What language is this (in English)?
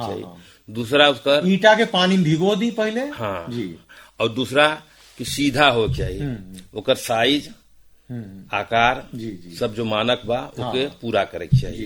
Bhojpuri